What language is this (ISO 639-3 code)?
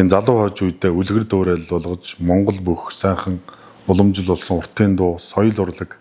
mon